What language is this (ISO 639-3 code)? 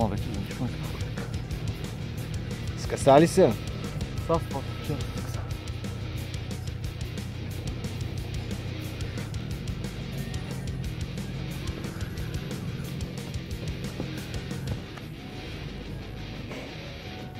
bul